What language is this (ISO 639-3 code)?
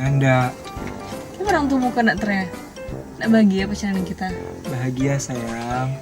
xmm